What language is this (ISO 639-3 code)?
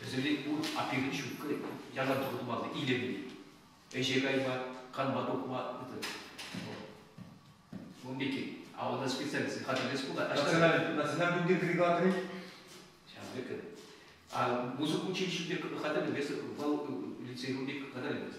chv